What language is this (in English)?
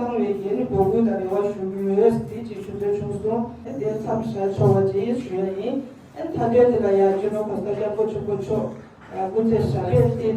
Tibetan